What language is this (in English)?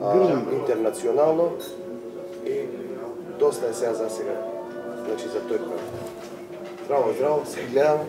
Macedonian